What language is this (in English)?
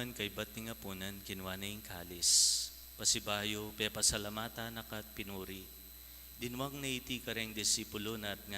Pampanga